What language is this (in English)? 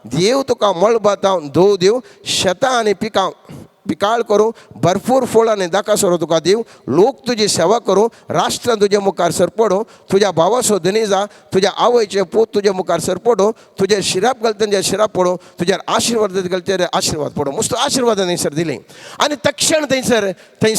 Konkani